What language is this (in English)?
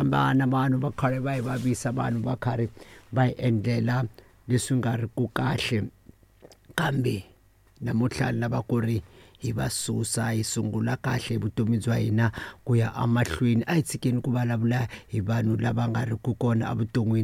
Tsonga